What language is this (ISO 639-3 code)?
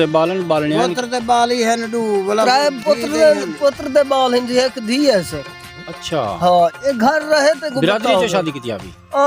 skr